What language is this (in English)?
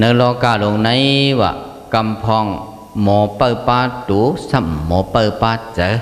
Shan